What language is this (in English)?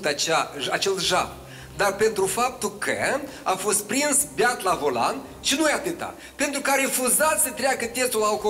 Romanian